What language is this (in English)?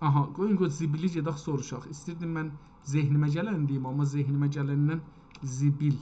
South Azerbaijani